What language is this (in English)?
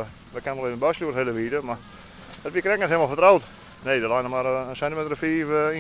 Western Frisian